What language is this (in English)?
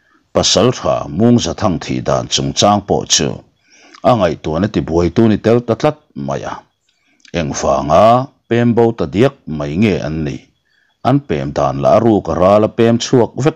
Mizo